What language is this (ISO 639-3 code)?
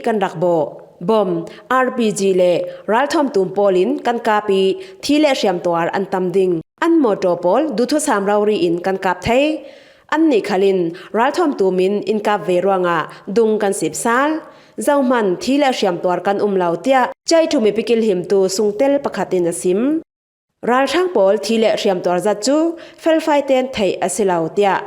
cfm